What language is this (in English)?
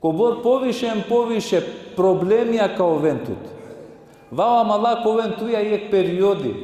Balkan Romani